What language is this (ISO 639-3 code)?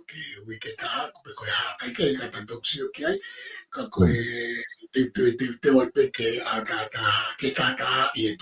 ton